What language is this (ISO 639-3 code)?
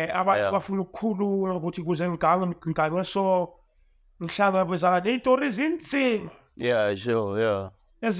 zul